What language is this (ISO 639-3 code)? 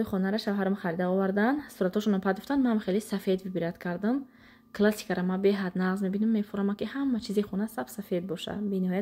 tgk